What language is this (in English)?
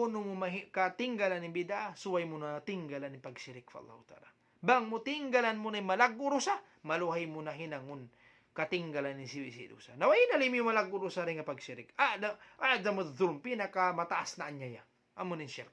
Tausug